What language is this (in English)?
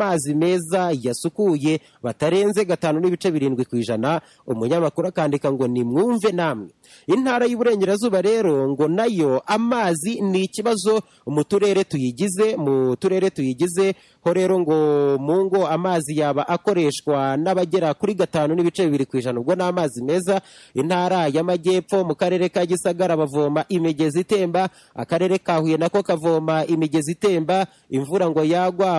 Kinyarwanda